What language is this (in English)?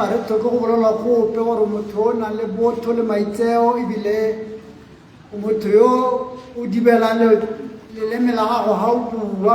Tswana